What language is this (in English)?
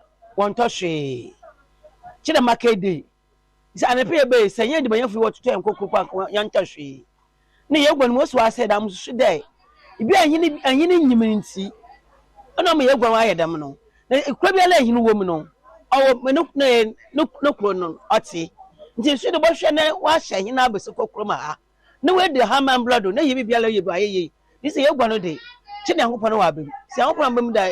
Akan